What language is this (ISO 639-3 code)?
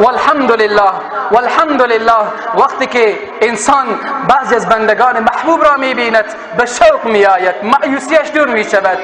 fas